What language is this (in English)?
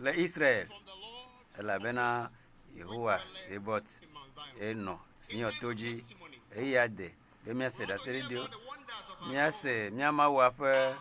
Ewe